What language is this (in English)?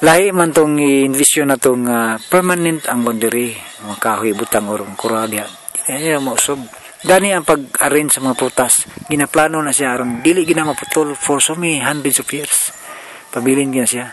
Cebuano